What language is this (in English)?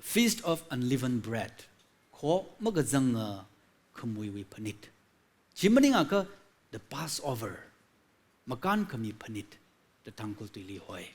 Tangkhul Naga (India)